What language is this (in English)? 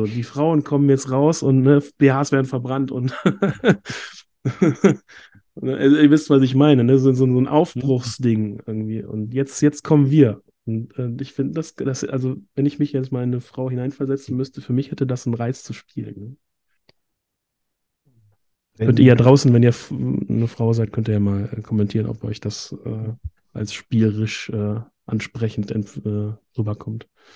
German